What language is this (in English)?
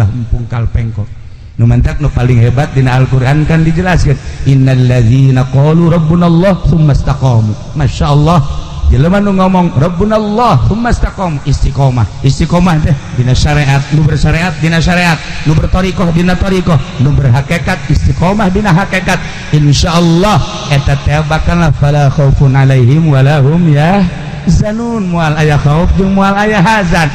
Sundanese